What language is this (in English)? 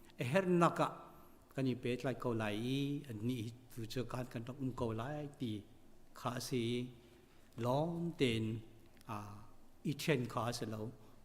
Hakha Chin